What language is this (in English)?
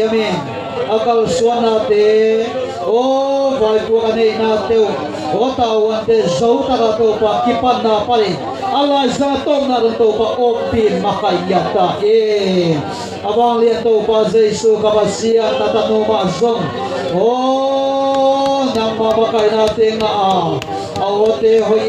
Tedim Chin